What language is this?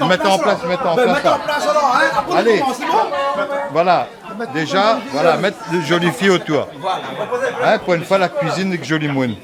Réunion Creole French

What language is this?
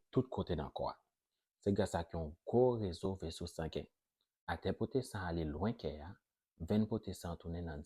Haitian Creole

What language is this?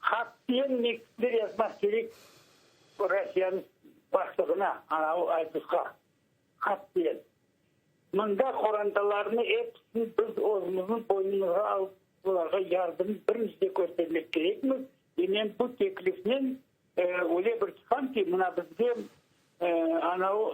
Crimean Tatar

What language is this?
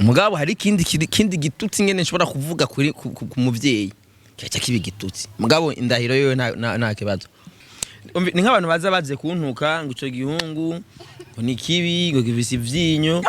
Rundi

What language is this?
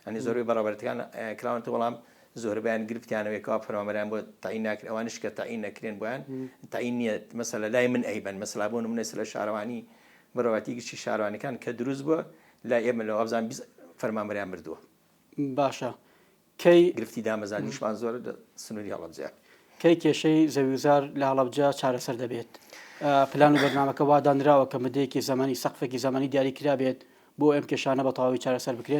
Central Kurdish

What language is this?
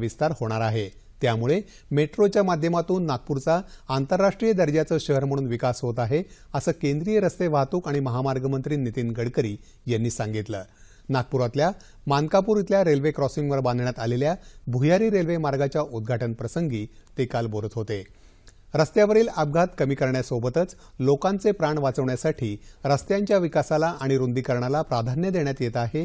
Marathi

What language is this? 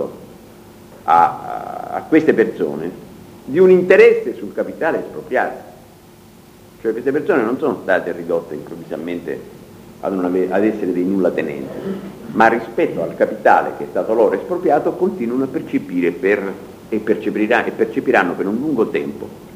Italian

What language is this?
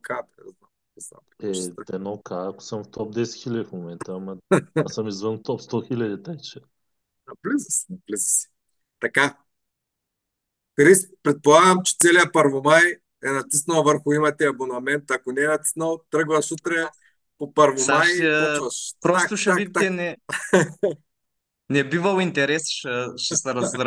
Bulgarian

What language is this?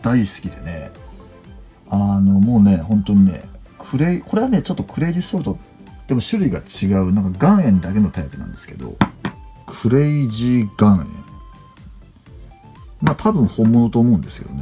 Japanese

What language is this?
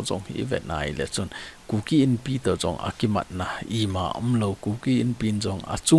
Thado Chin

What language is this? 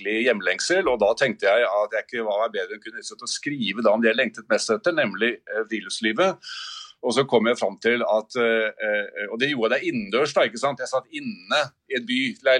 Norwegian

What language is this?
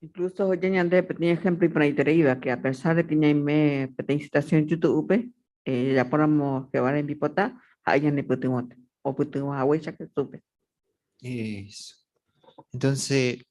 Guarani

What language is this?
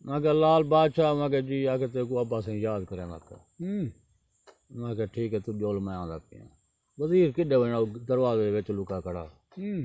Saraiki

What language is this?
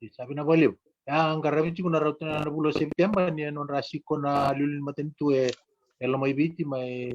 Fijian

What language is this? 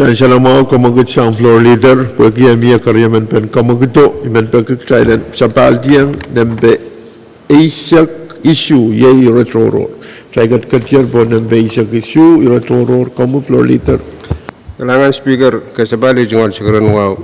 Pohnpeian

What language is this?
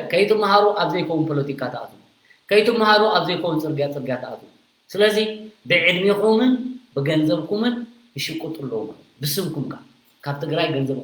Tigrinya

